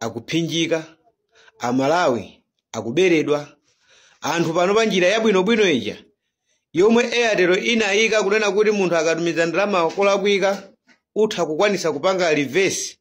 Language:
Nyanja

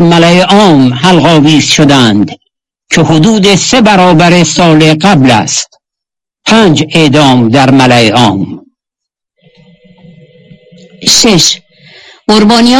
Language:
Persian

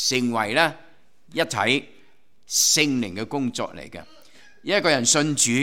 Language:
Cantonese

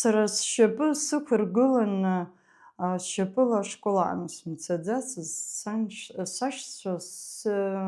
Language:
Abkhazian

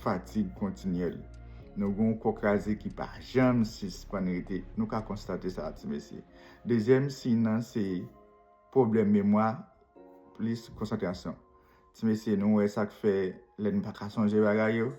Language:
Haitian Creole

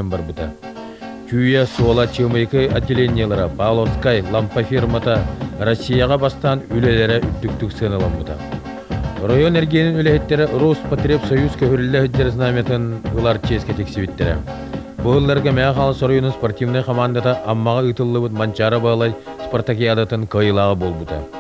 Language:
Yakut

